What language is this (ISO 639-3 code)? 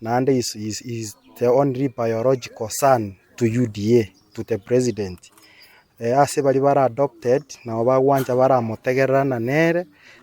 guz